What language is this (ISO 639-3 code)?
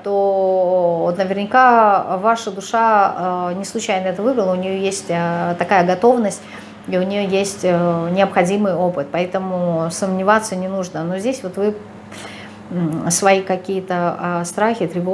rus